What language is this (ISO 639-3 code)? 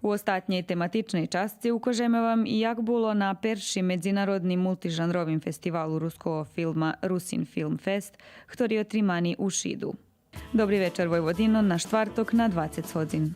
rue